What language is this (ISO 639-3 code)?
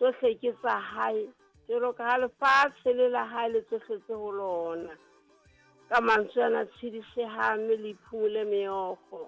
sot